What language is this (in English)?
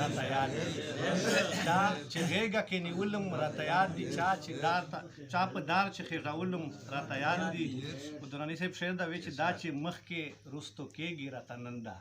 Pashto